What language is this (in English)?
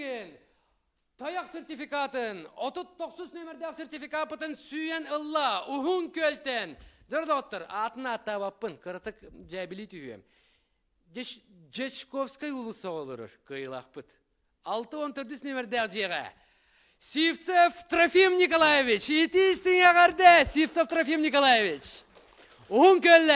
Yakut